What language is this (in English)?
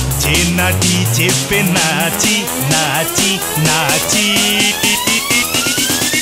Bhojpuri